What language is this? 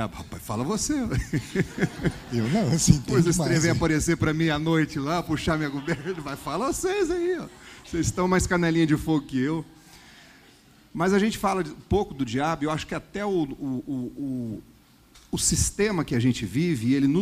Portuguese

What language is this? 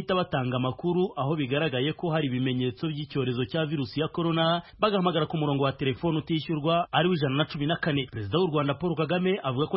Kinyarwanda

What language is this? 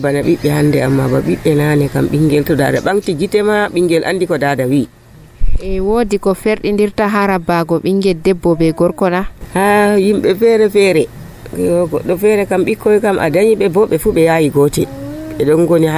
Nigerian Fulfulde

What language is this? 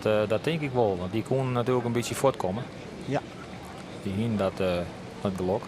Western Frisian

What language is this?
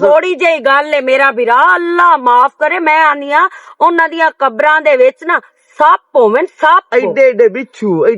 Western Panjabi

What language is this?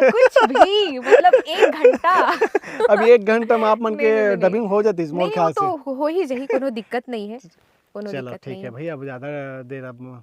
Chhattisgarhi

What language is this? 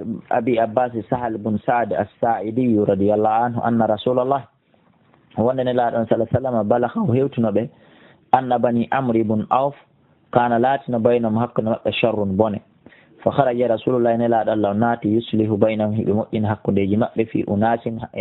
Fula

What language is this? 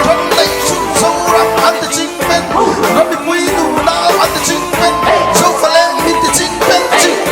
Mizo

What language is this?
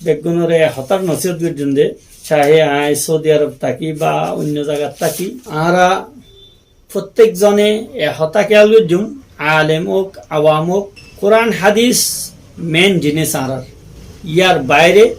Rohingya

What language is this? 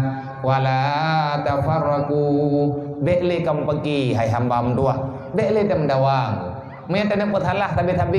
Achinese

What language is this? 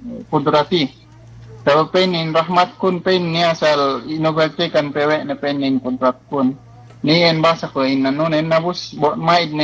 Yakan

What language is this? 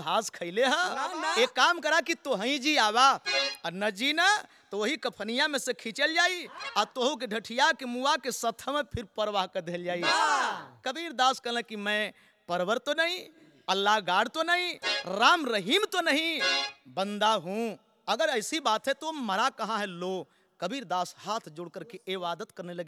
Bhojpuri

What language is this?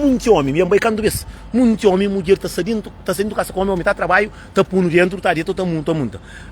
Kabuverdianu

